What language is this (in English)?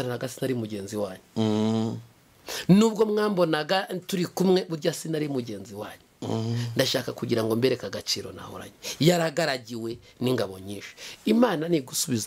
Kinyarwanda